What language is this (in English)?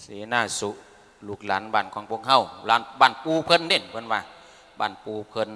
Lao